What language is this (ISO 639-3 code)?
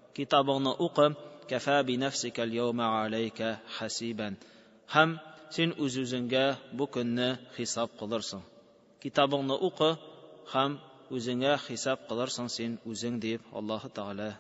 tat